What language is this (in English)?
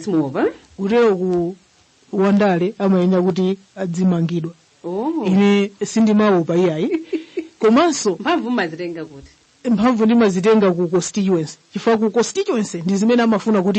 Nyanja